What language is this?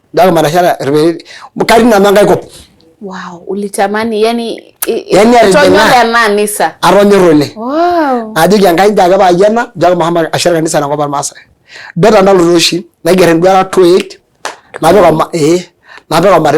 Masai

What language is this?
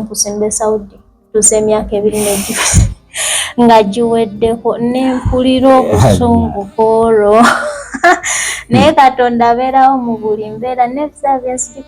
Ganda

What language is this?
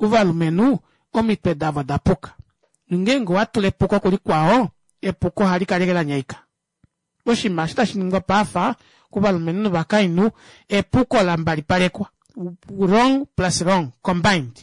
Kuanyama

